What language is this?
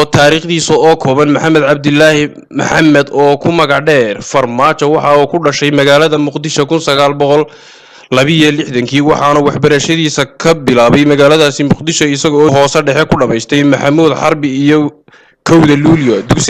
Somali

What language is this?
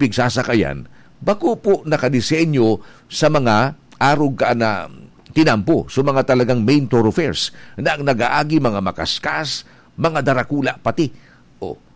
Bikol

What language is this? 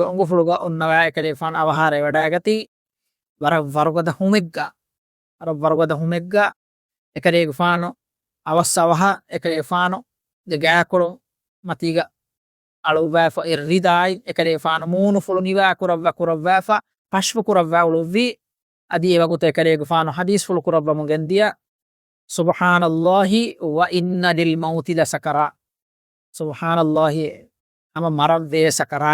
Divehi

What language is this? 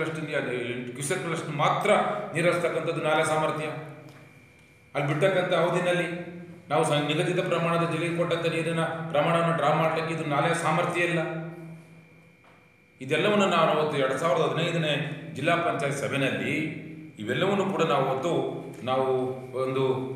Kannada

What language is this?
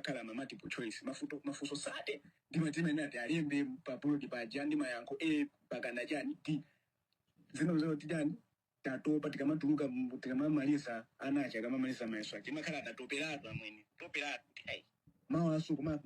Nyanja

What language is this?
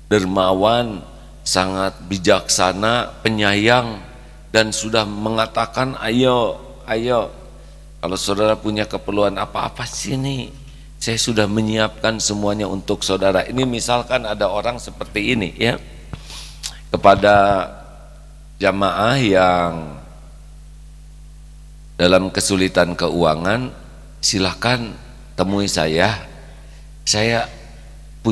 Indonesian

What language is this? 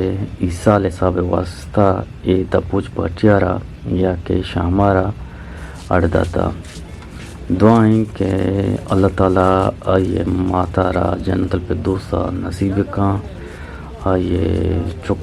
Eastern Balochi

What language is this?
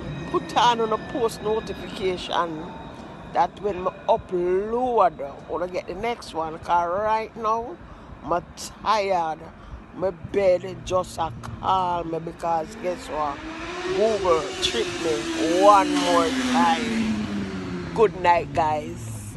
Jamaican Creole English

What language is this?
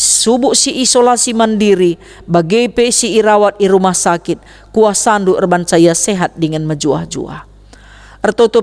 Batak Karo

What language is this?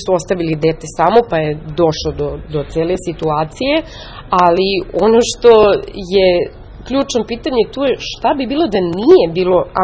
Serbian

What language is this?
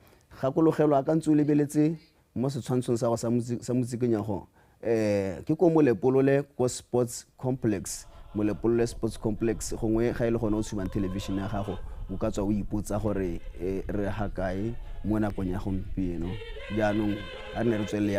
Tswana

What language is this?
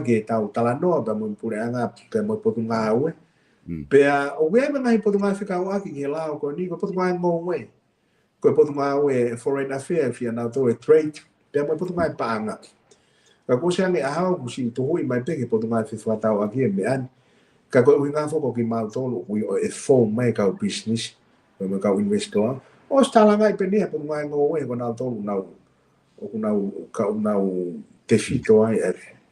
Tongan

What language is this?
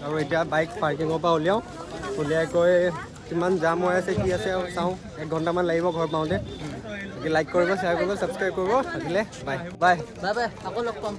Assamese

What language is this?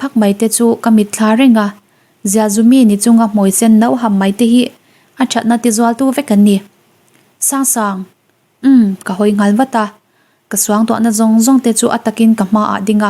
Mizo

